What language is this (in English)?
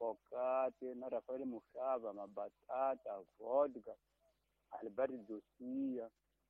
Tsonga